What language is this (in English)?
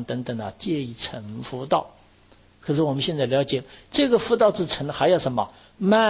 Chinese